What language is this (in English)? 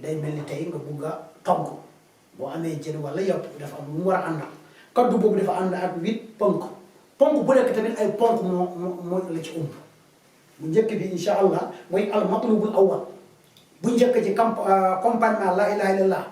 Wolof